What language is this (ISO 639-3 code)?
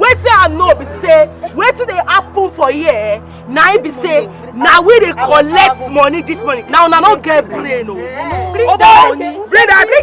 pcm